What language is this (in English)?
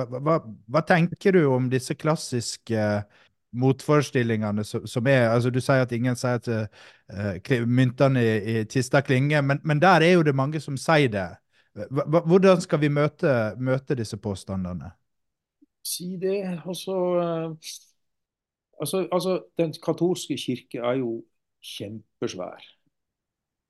Norwegian